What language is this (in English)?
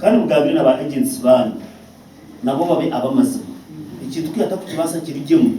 Nyankole